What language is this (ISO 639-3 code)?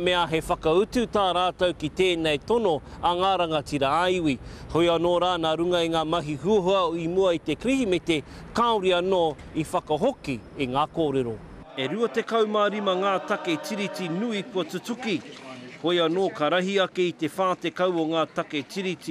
mri